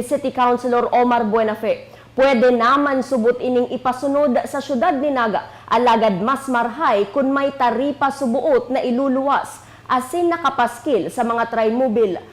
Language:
Bikol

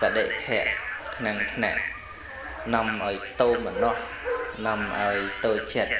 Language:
Khmer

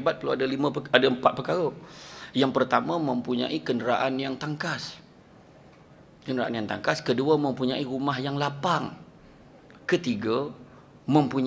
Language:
Malay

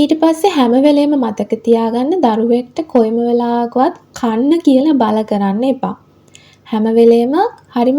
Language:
Sinhala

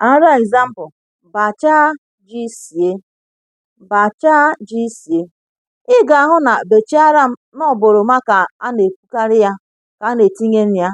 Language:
Igbo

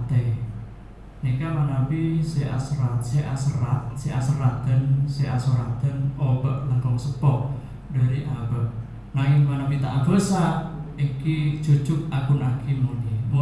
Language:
Madurese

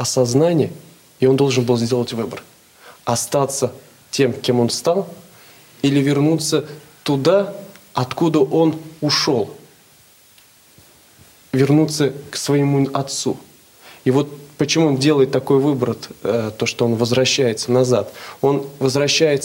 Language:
Russian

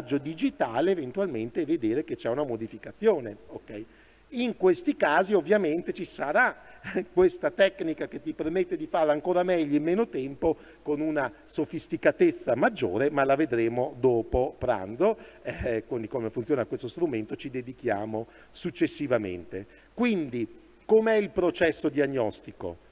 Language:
Italian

